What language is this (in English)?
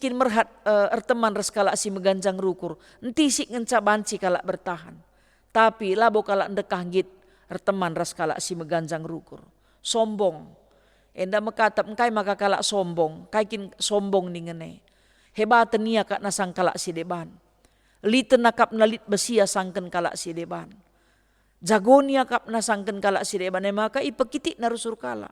Batak Karo